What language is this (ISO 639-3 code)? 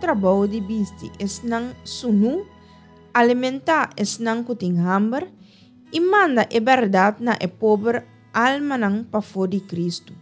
pap